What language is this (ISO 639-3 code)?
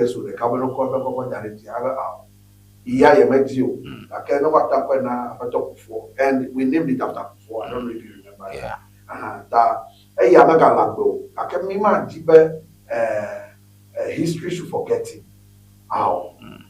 ewe